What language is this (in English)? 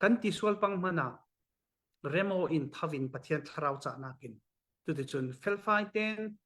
Falam Chin